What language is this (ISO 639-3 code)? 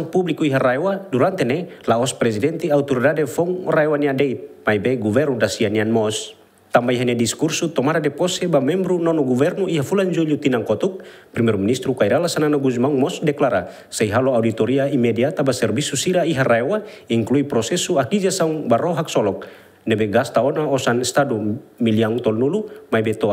tet